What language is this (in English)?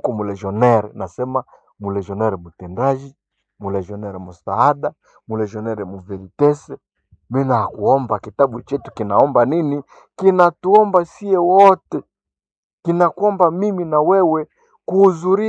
Swahili